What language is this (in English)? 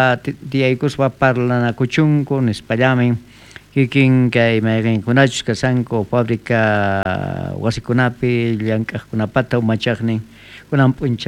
South Bolivian Quechua